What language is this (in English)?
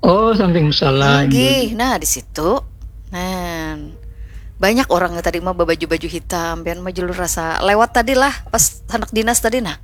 Banjar